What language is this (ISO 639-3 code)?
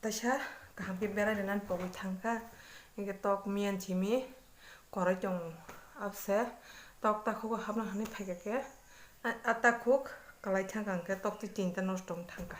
trp